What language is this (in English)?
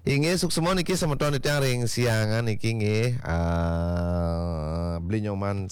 Balinese